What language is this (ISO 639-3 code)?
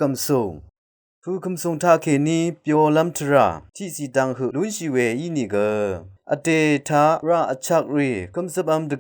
raw